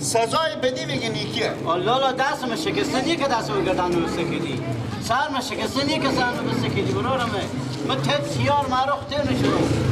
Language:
Persian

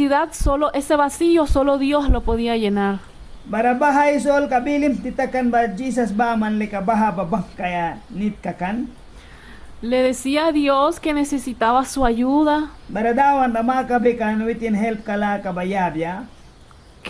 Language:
Mískito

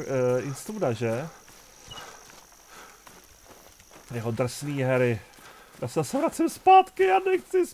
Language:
Czech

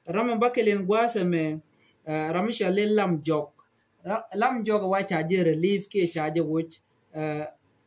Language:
Nuer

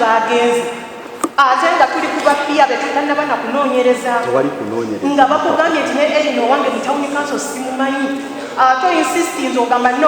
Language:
Ganda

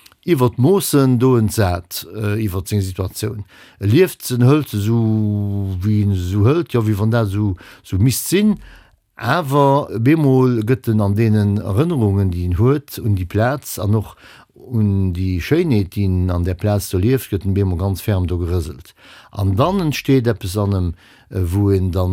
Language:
Luxembourgish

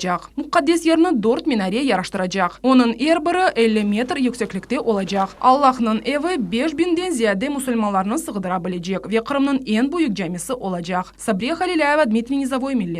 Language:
Crimean Tatar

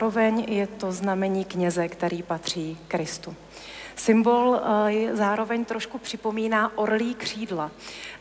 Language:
Czech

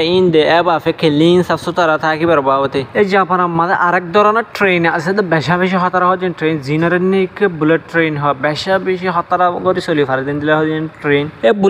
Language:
Rohingya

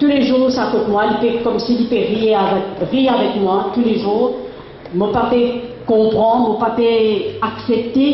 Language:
Morisyen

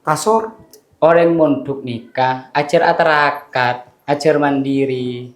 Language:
Madurese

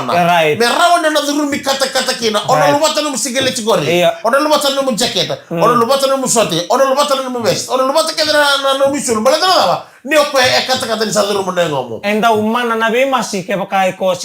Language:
Fijian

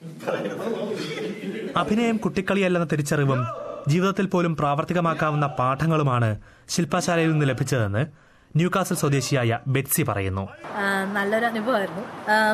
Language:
Malayalam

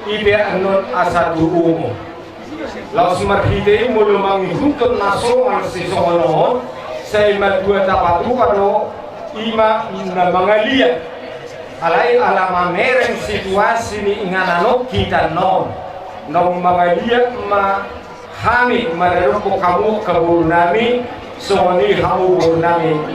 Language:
Batak Toba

